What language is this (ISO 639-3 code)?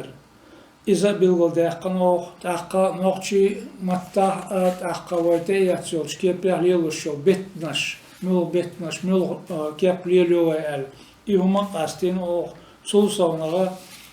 che